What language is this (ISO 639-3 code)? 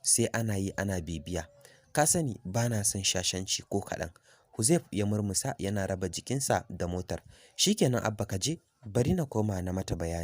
hau